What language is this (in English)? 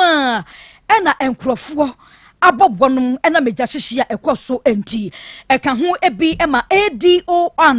Akan